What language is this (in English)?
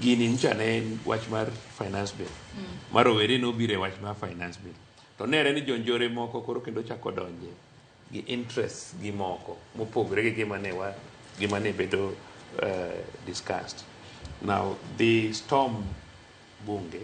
Luo (Kenya and Tanzania)